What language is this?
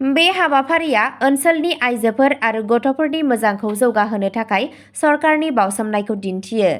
Bodo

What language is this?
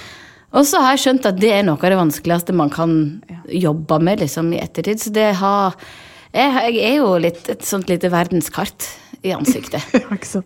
Norwegian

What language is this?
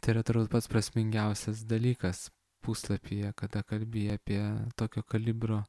Lithuanian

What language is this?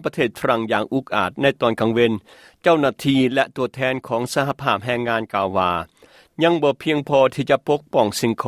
Lao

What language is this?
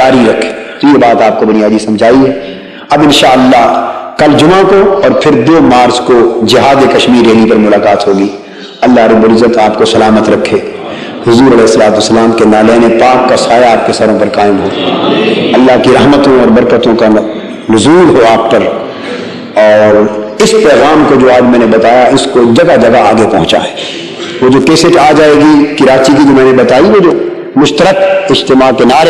Urdu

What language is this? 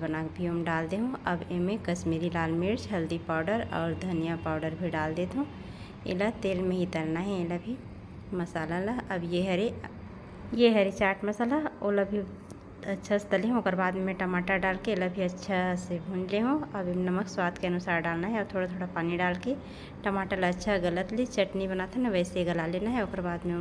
Chhattisgarhi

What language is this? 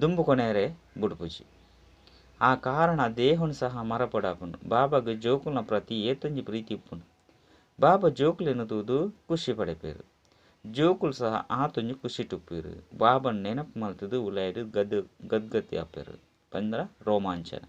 Tulu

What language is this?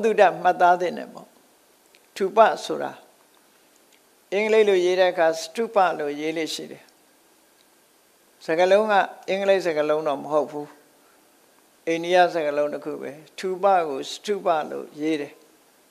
Burmese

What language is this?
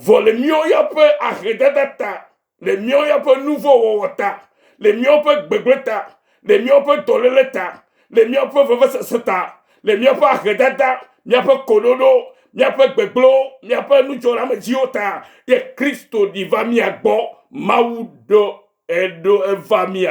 Ewe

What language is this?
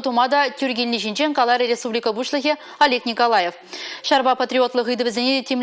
Chuvash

